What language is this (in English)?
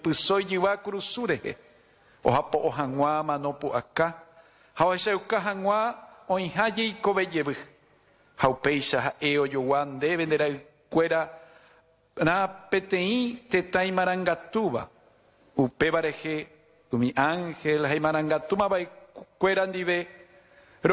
Guarani